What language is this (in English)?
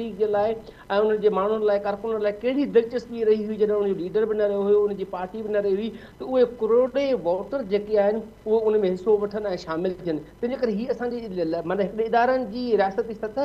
Sindhi